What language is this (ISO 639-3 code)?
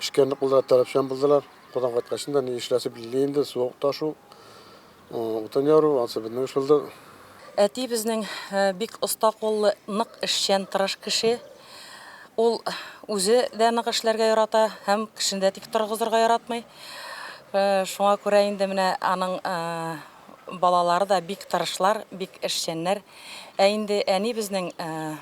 tat